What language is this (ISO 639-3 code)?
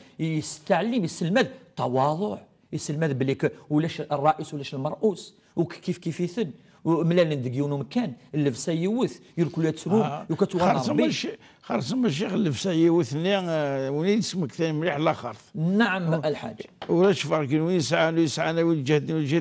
kab